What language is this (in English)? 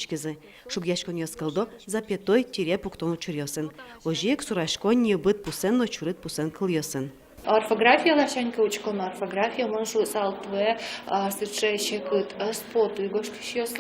Udmurt